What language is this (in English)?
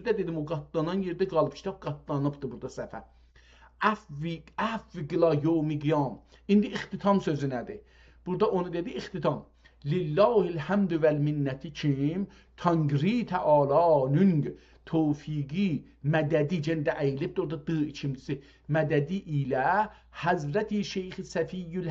South Azerbaijani